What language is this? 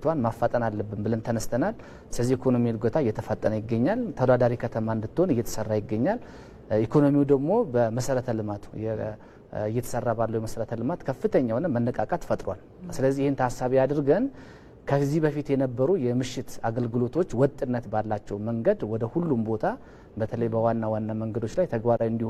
Amharic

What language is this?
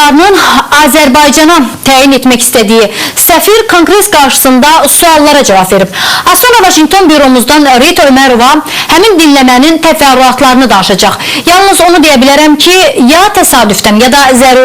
Azerbaijani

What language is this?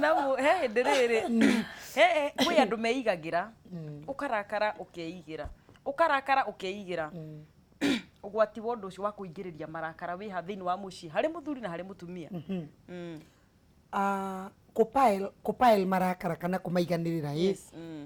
Kikuyu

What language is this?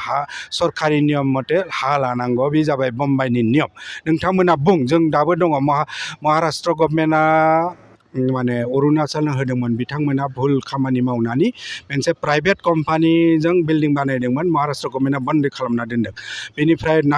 Bodo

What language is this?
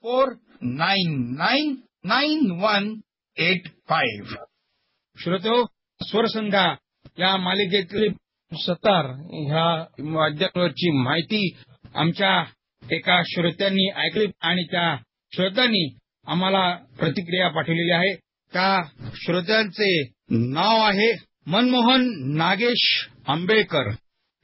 Marathi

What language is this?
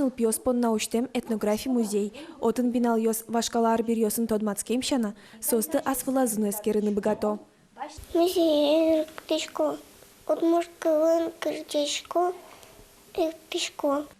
Udmurt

